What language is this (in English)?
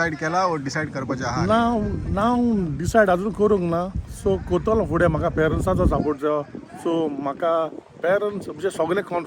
Konkani